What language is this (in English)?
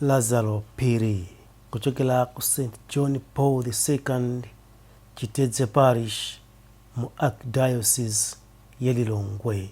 Nyanja